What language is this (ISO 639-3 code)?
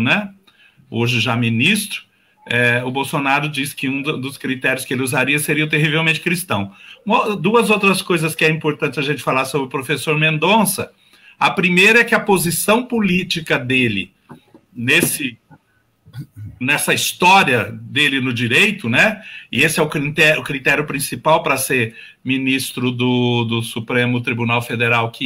por